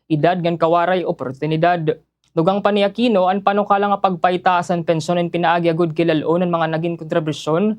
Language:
Waray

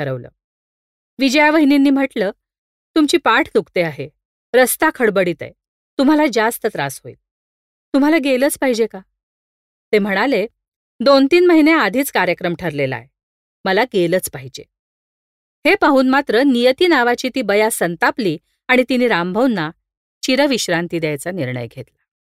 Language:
Marathi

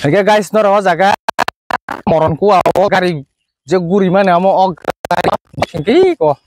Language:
Kok Borok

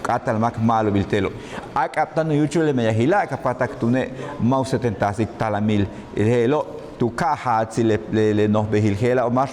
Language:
Yucateco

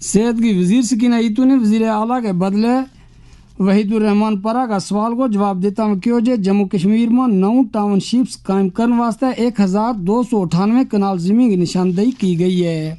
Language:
Gujari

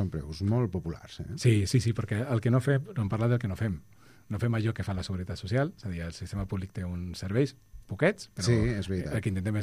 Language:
Catalan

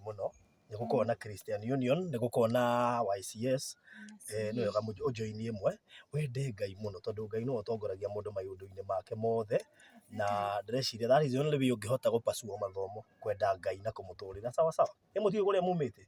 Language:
Kikuyu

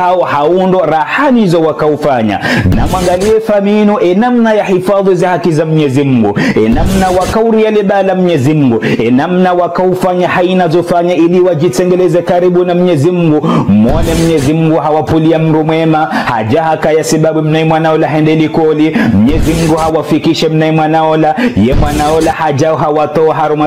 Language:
Ngazidja Comorian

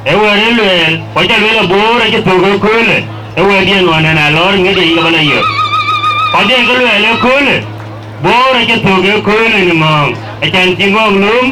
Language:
Dinka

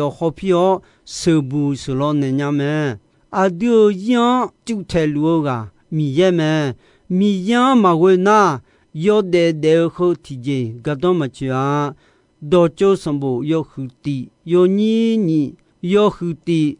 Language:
Akha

